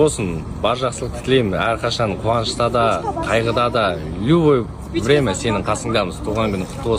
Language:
Kazakh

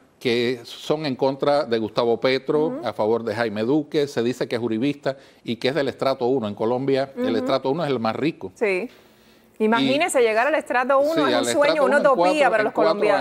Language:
Spanish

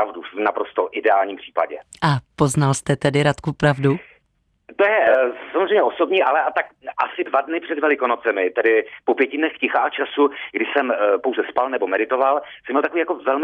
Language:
Czech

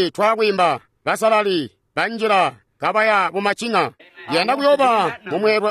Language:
Tonga (Zambia)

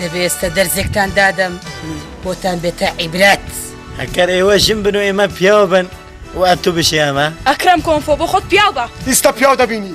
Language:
Kurdish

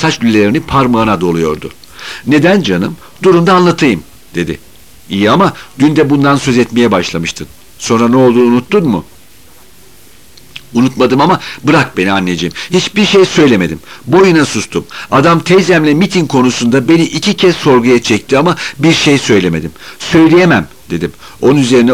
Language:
Turkish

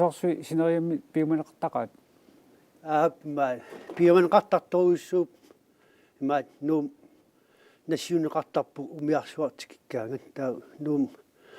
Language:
Kalaallisut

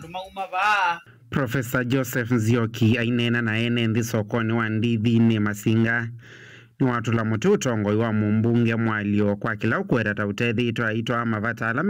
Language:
Kamba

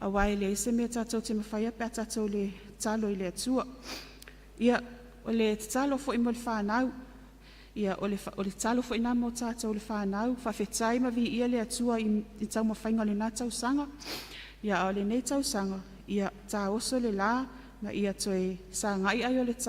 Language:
Samoan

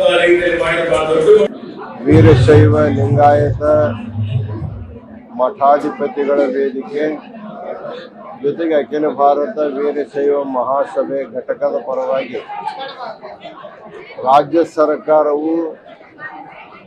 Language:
Kannada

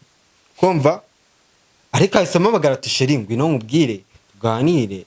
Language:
Kinyarwanda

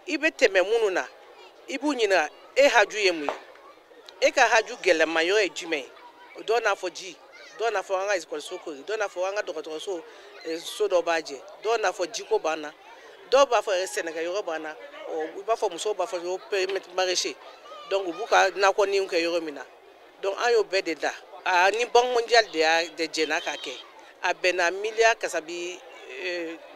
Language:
Bambara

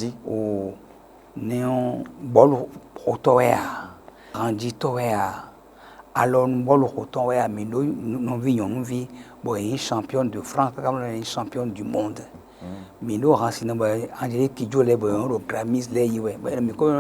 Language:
Fon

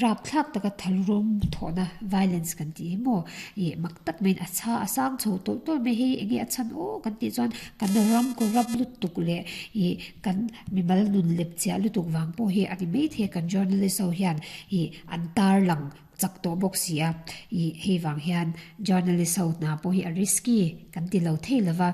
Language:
Mizo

